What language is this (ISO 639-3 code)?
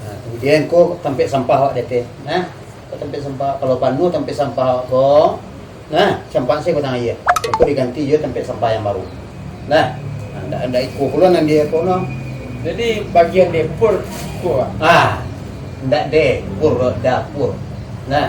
min